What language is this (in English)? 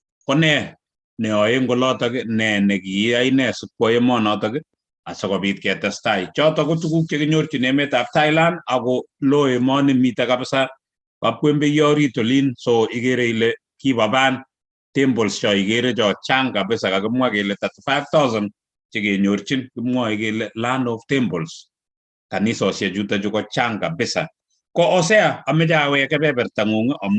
Kalenjin